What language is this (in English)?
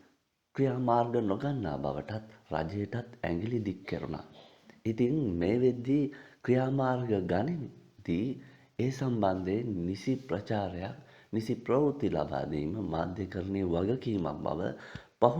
Sinhala